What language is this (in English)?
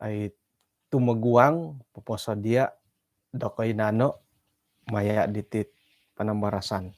Central Dusun